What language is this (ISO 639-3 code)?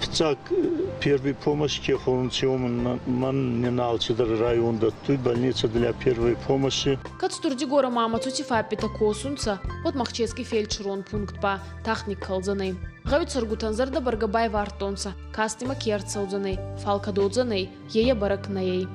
oss